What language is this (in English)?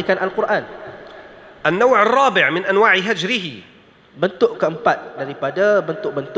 Malay